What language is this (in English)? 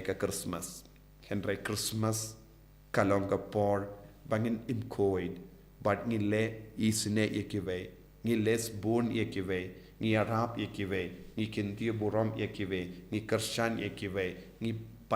Khasi